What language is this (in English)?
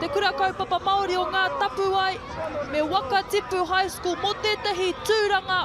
Māori